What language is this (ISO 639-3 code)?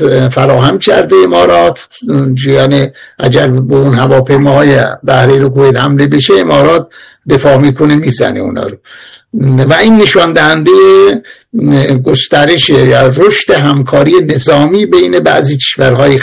fas